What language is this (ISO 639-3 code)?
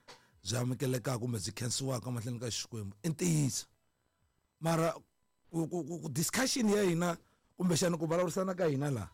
tso